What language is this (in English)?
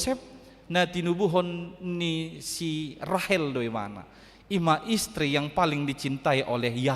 Batak Toba